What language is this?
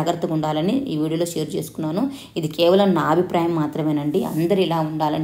Telugu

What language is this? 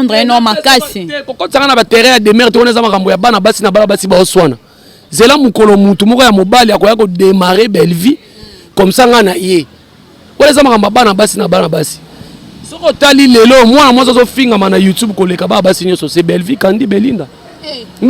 Lingala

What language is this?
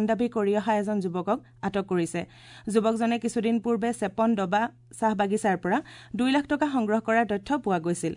Assamese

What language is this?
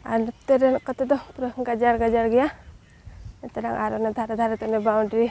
Santali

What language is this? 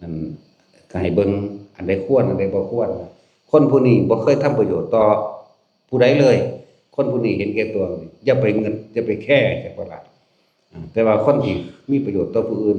Lao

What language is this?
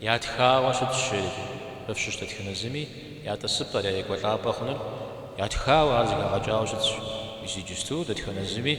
Kabardian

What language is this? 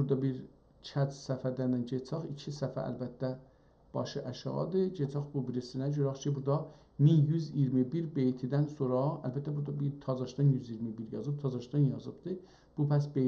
South Azerbaijani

